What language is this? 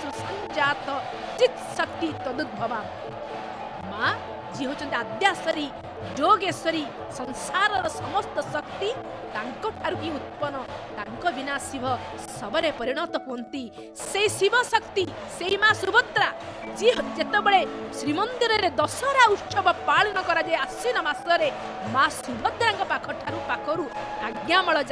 Odia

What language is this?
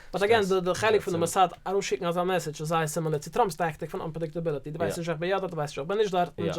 Yiddish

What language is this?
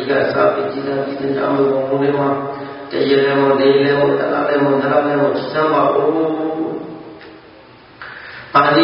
Burmese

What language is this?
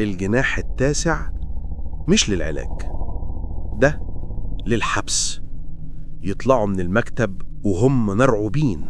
Egyptian Arabic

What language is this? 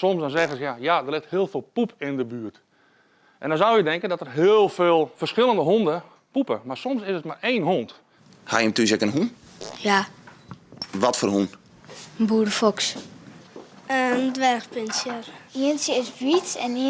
Western Frisian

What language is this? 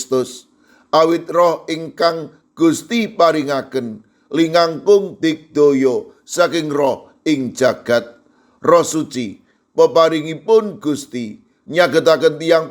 Javanese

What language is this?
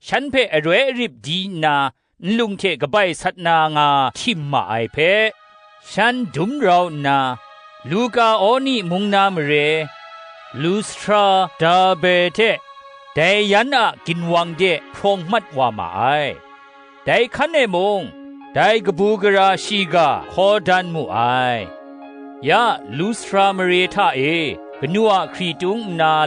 Kachin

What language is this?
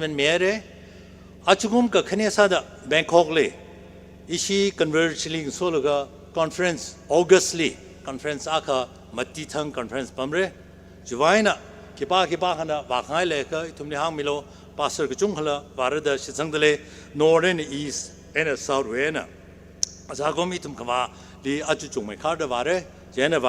Tangkhul Naga (India)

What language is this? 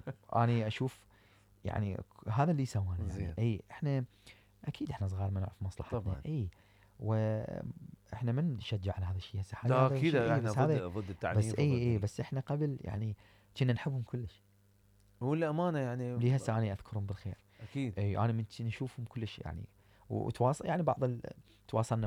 Mesopotamian Arabic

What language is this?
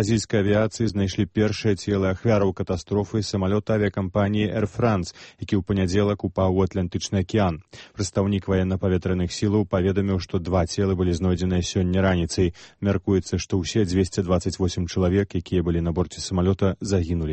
Belarusian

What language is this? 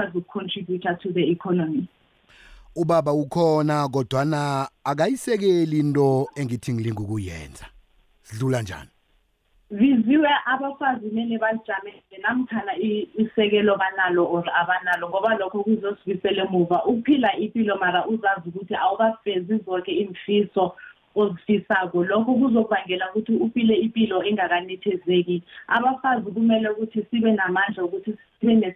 South Ndebele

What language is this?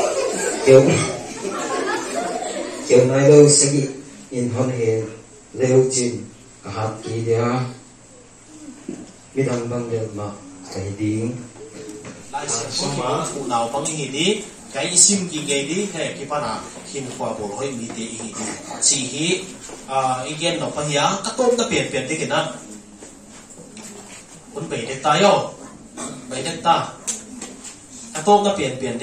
Vietnamese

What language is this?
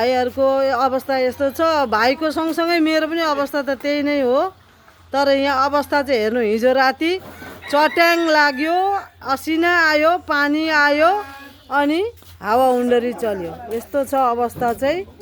Nepali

